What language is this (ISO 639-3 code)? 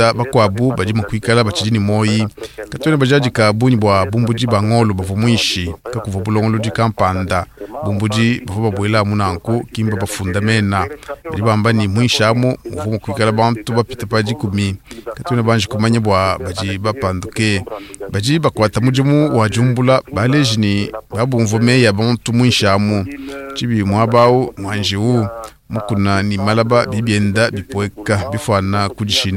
lua